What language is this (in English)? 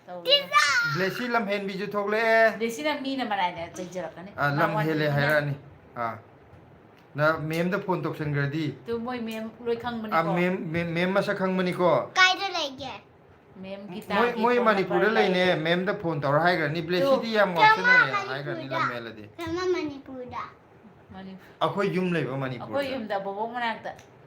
Manipuri